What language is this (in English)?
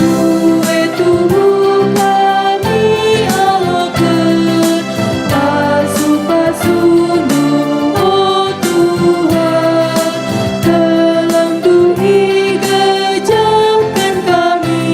Batak Karo